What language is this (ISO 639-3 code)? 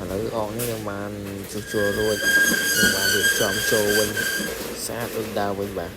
khm